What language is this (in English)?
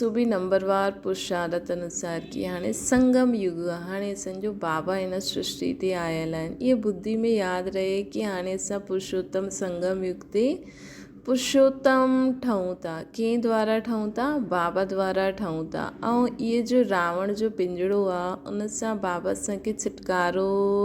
Sindhi